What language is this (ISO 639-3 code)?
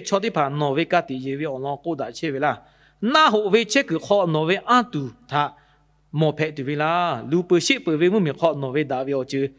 lhu